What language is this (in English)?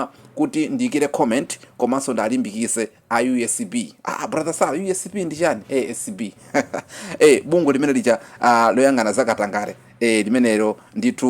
Nyanja